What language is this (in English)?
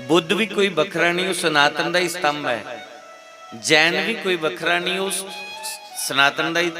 Dogri